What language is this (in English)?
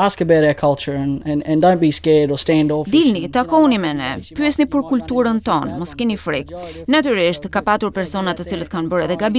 Albanian